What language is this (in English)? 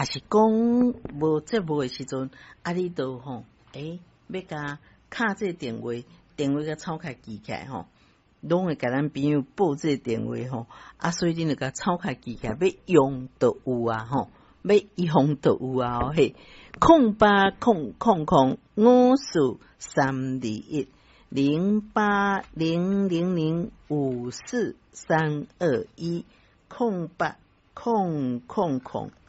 Min Nan Chinese